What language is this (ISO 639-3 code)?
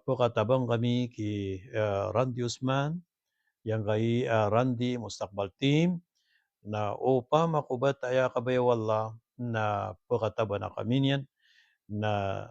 mrw